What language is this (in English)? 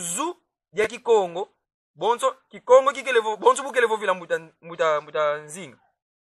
Kongo